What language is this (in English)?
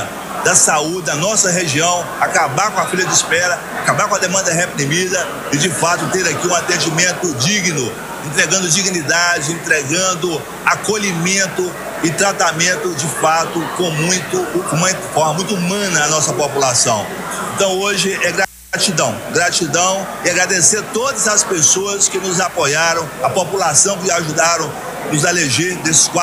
Portuguese